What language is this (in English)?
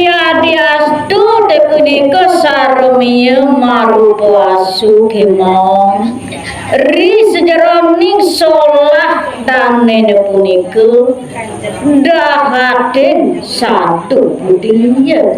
Balinese